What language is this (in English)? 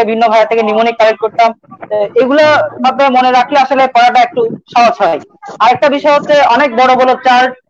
Bangla